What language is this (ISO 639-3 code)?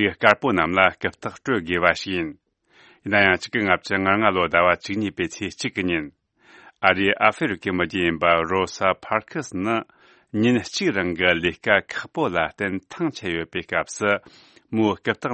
bod